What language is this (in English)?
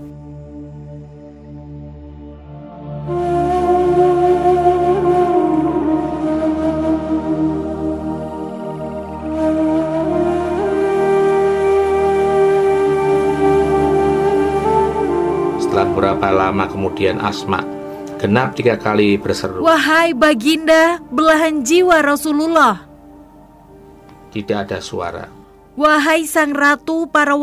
Indonesian